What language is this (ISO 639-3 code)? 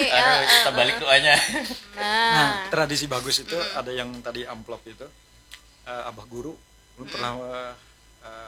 bjn